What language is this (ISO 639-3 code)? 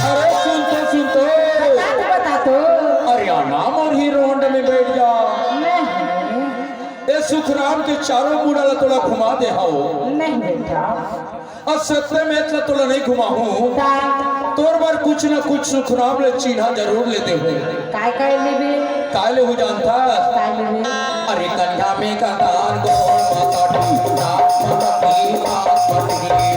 hne